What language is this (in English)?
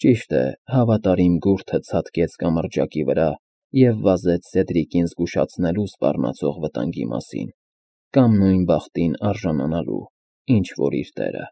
Armenian